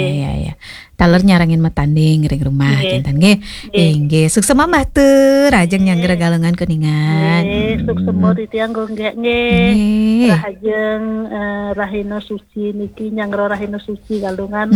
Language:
Balinese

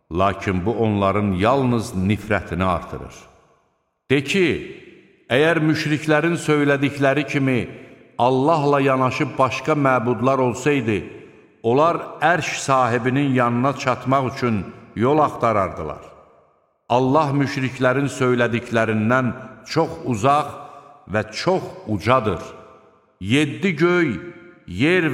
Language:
Azerbaijani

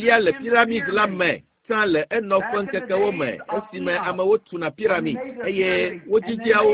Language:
Ewe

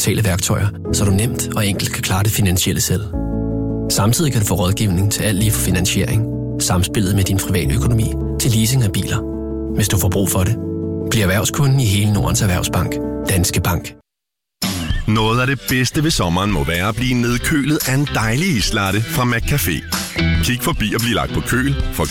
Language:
Danish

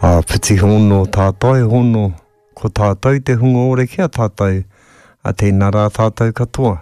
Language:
Māori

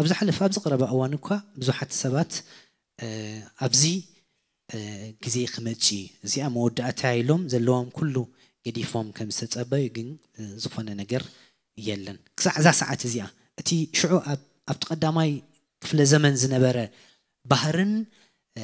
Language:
Tigrinya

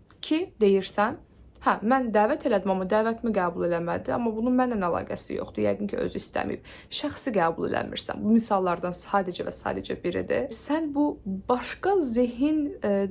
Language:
Azerbaijani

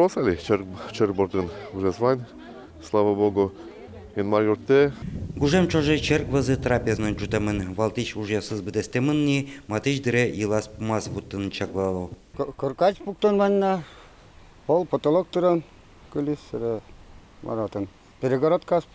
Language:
Udmurt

